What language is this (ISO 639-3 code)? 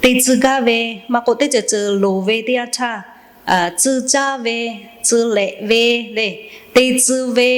lhu